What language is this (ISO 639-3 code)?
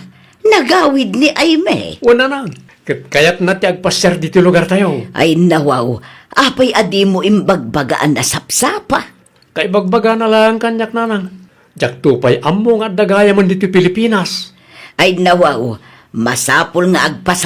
ilo